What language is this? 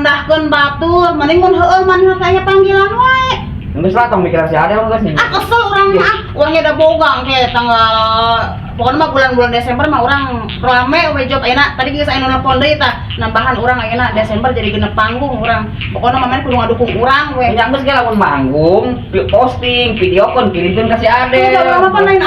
Sundanese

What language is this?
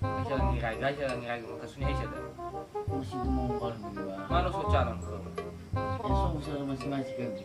Nias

